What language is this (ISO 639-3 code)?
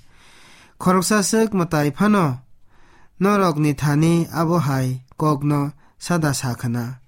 trp